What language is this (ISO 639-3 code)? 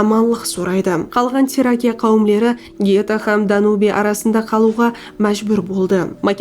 kaa